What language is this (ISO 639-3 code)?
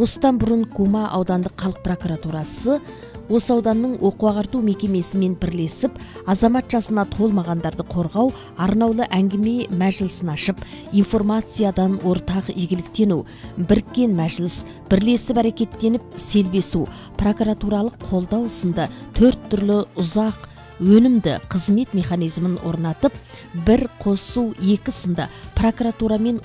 kaz